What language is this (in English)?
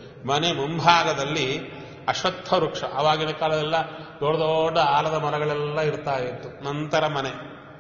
Kannada